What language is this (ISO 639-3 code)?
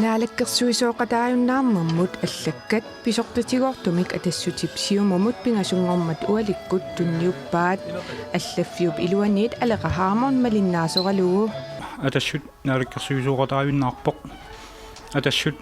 kal